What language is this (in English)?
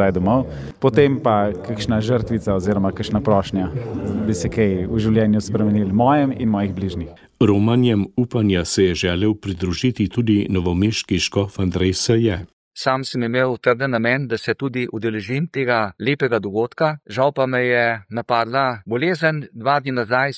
Slovenian